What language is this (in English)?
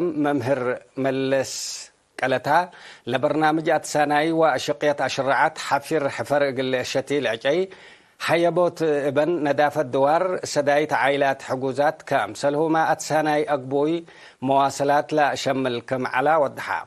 Tigre